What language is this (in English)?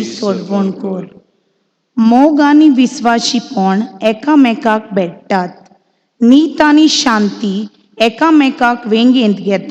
Konkani